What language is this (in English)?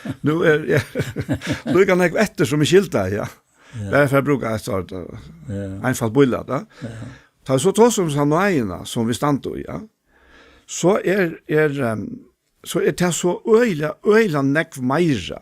Faroese